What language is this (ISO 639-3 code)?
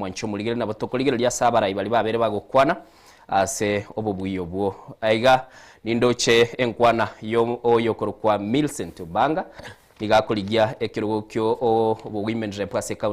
guz